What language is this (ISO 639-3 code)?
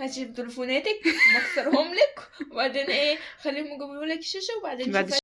arz